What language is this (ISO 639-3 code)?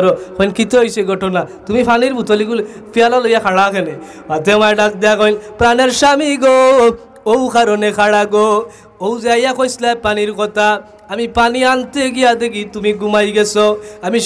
syl